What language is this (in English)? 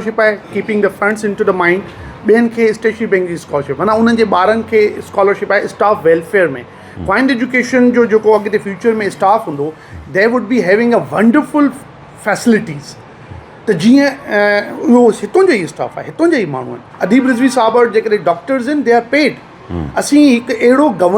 Sindhi